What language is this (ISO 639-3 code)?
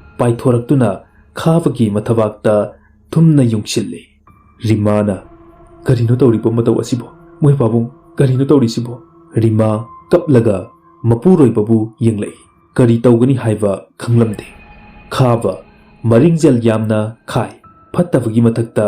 mni